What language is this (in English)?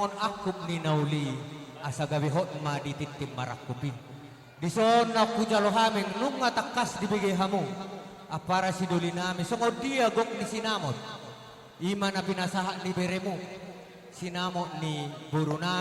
Batak Toba